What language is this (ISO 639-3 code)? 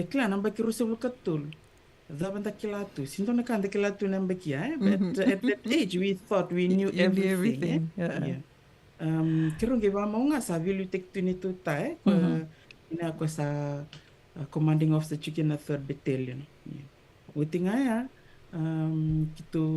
fij